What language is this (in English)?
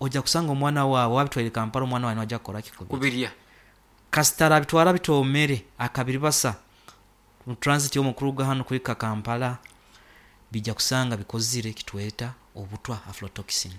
Nyankole